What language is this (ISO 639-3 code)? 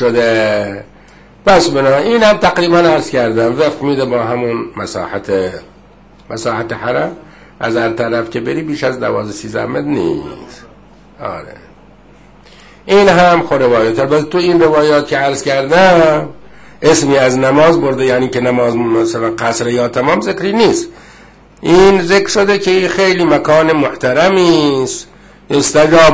fas